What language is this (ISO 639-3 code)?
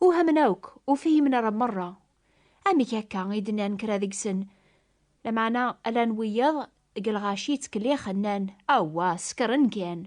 kab